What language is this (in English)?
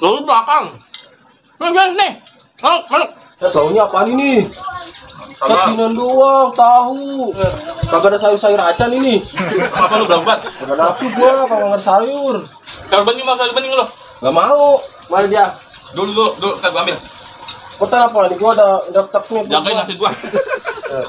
Betawi